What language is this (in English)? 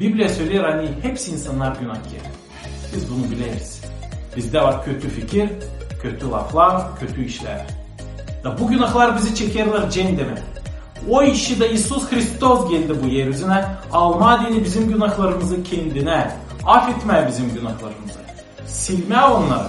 Gagauz